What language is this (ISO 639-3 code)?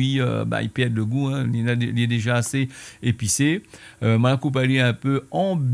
rcf